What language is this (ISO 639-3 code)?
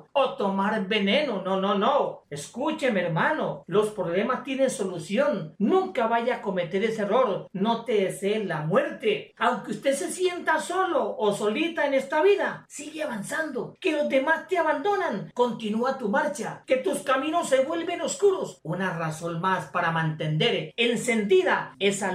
spa